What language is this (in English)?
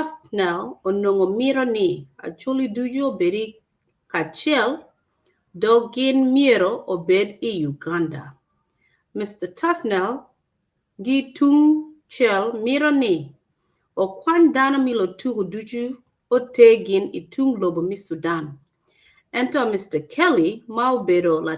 Acoli